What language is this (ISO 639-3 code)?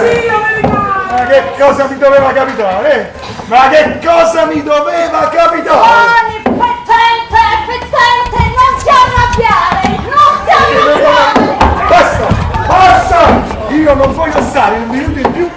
nap